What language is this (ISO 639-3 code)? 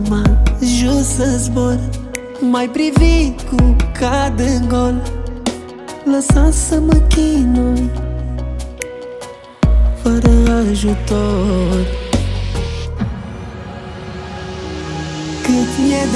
ron